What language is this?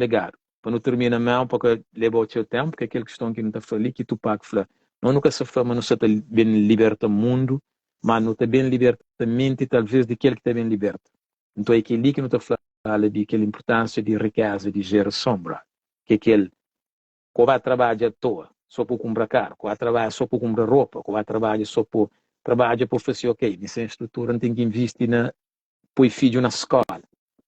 Kabuverdianu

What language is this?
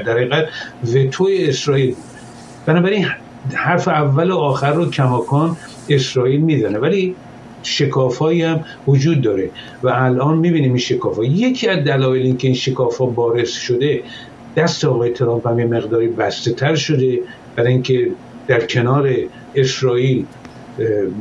Persian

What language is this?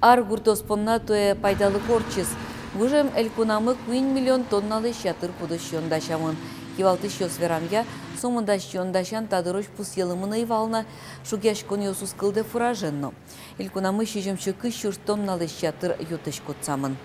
Udmurt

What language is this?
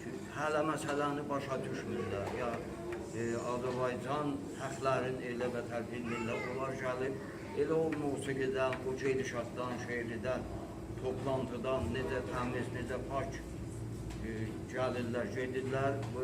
South Azerbaijani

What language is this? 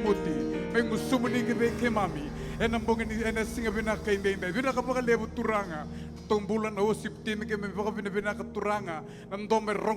Fijian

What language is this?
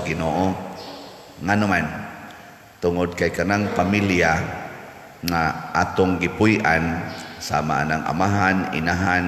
Cebuano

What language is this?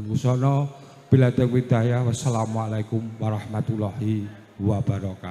Javanese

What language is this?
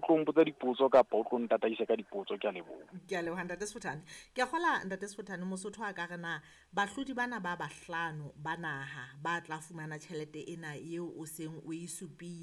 Southern Sotho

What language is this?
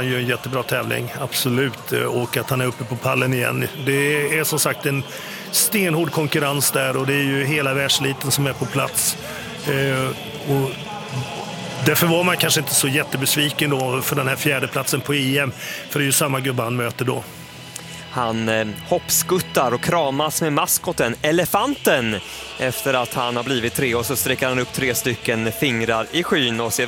Swedish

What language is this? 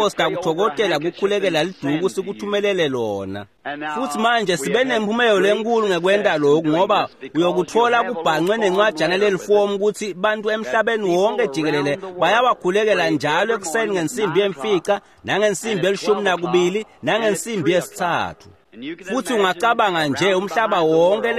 Swati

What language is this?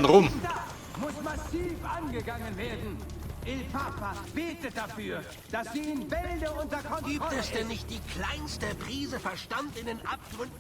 Bavarian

